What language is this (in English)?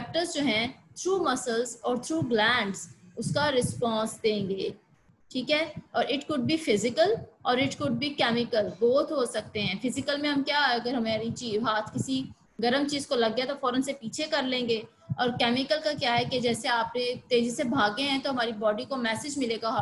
Hindi